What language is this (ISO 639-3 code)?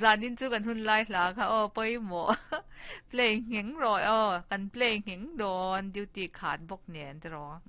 lus